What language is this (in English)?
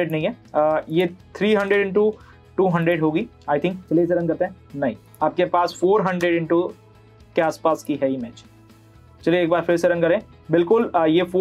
Hindi